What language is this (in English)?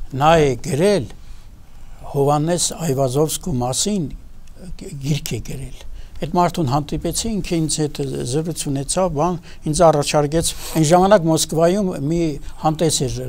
Armenian